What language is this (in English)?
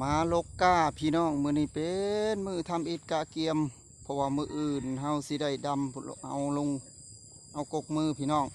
Northeastern Thai